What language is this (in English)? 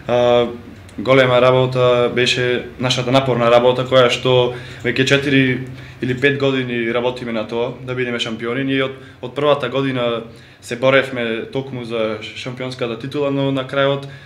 Macedonian